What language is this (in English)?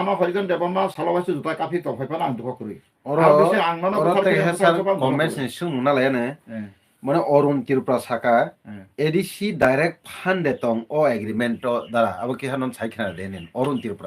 Kok Borok